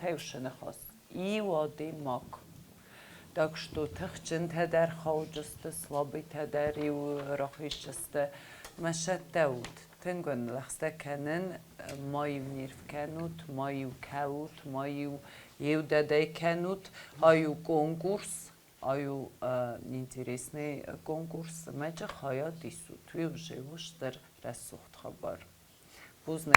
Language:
Ossetic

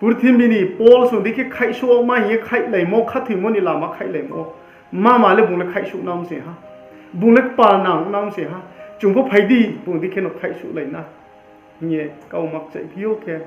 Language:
Riang (India)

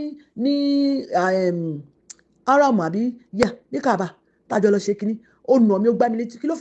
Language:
Yoruba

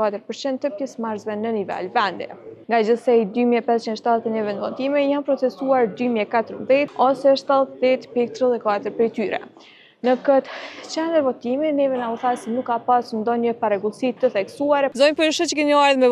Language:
Albanian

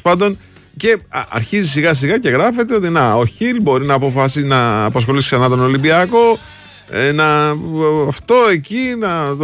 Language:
Greek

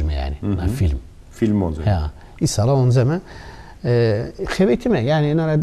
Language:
Zaza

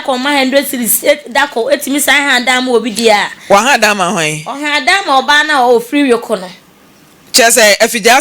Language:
Akan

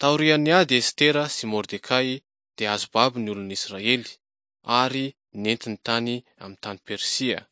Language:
Malagasy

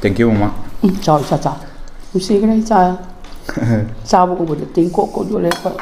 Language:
Manipuri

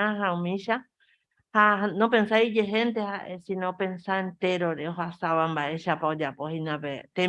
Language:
Guarani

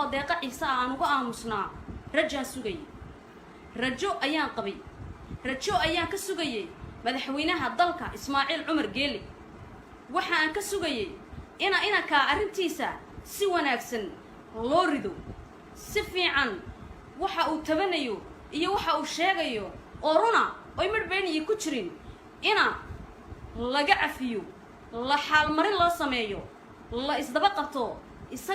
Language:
Somali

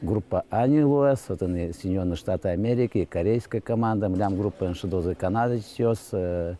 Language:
Udmurt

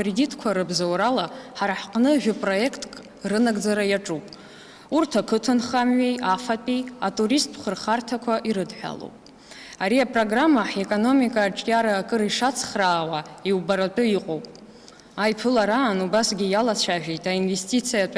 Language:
Abkhazian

